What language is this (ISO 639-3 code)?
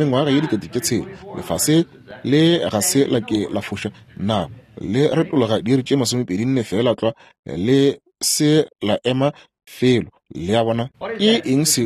nso